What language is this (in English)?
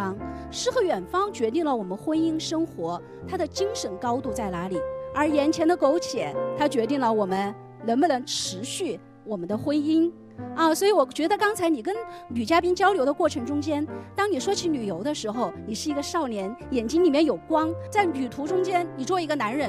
Chinese